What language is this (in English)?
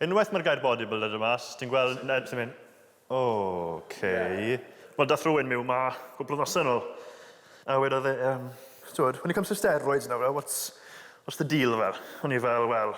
Welsh